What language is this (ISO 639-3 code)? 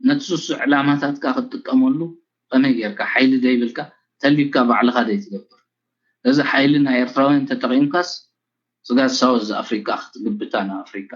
tir